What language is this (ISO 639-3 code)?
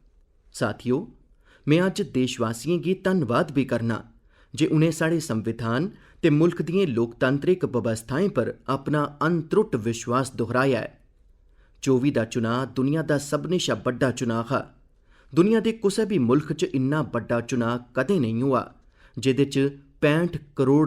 doi